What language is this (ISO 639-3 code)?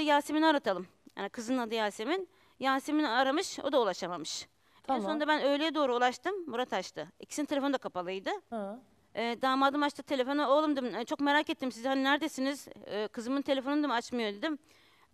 tur